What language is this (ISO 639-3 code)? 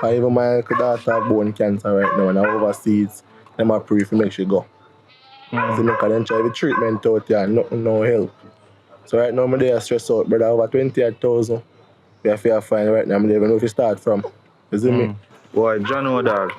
jam